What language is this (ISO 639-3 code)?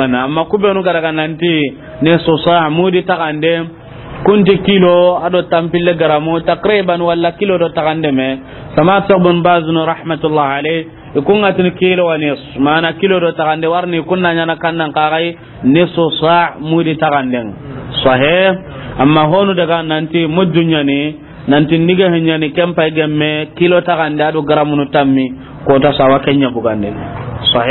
snk